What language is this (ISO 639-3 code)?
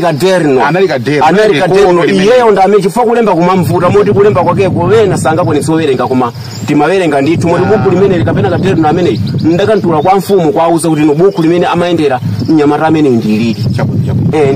nya